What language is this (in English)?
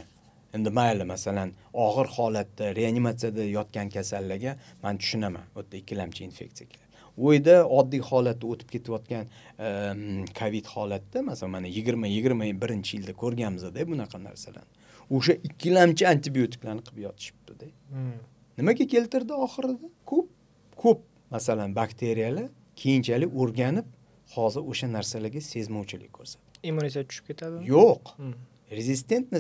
Uzbek